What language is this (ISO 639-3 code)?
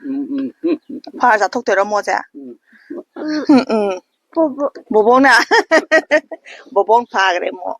mni